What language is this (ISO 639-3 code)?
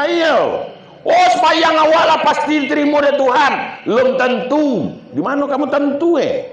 min